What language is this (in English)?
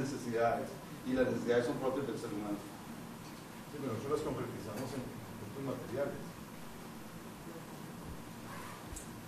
Spanish